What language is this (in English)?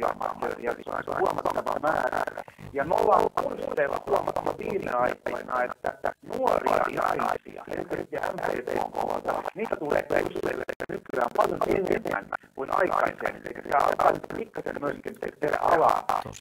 Finnish